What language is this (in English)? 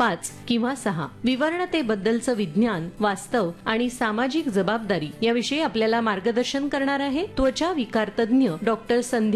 Marathi